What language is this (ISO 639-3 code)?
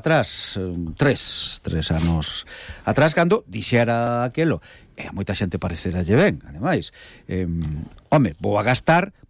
glg